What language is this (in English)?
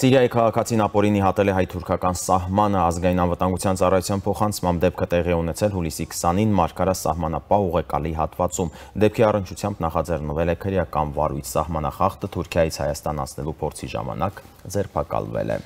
Armenian